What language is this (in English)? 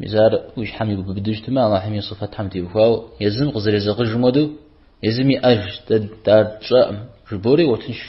Kabardian